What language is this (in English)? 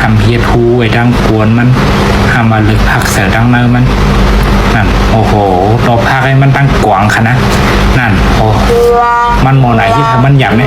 Shan